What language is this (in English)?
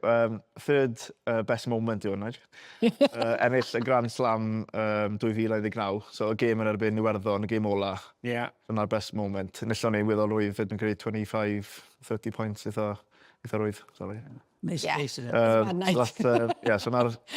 Welsh